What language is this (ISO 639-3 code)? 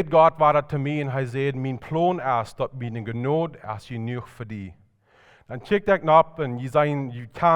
pdt